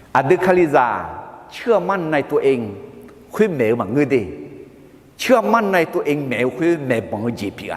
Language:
Akha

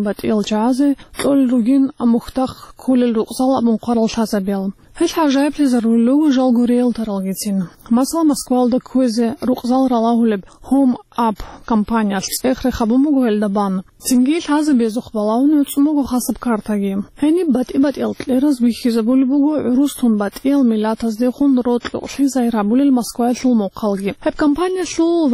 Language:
Avaric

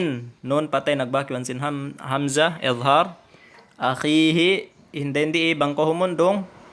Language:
Tausug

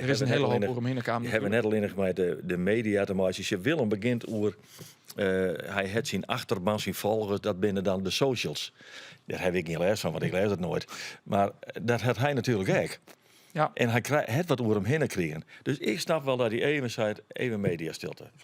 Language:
Western Frisian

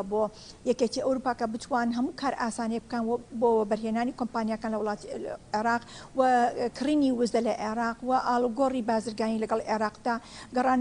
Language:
Kurdish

